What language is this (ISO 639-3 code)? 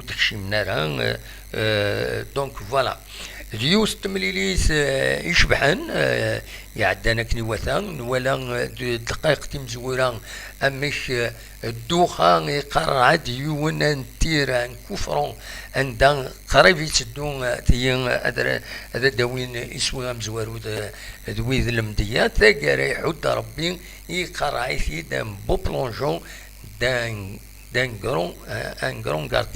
kab